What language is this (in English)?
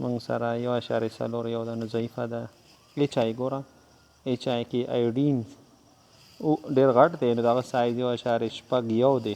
Pashto